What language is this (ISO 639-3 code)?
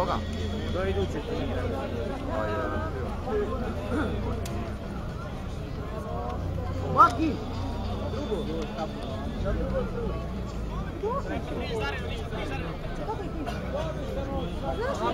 hrv